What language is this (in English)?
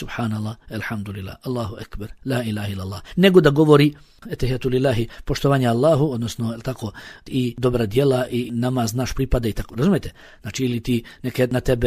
Bosnian